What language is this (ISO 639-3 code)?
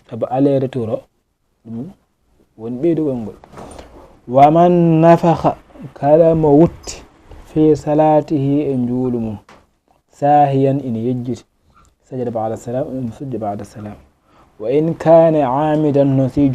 ful